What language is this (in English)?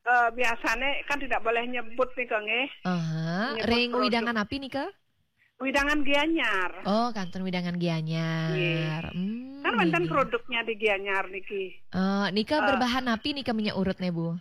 Balinese